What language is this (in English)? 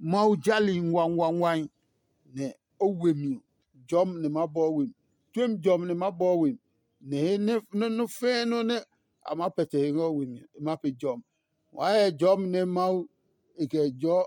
Adangme